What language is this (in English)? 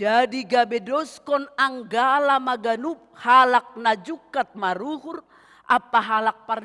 Batak Simalungun